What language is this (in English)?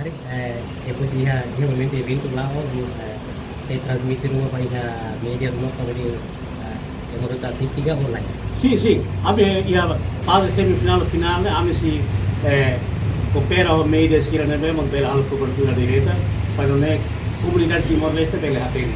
Tetum